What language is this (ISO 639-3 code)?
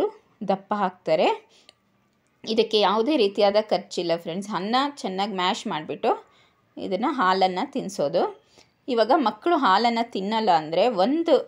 kan